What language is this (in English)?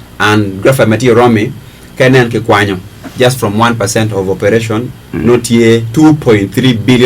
Acoli